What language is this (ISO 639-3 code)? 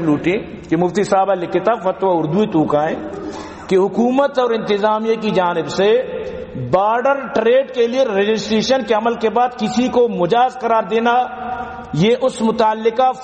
bal